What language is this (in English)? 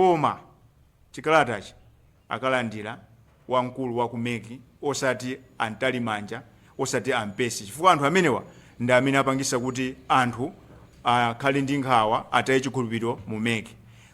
Nyanja